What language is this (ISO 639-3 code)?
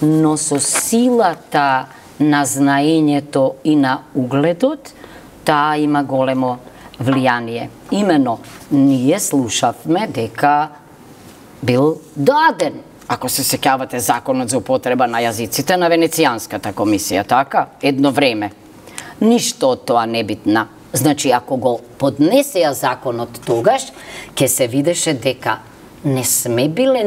mkd